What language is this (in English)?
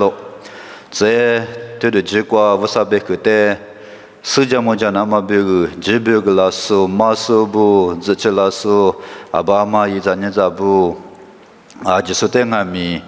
Lisu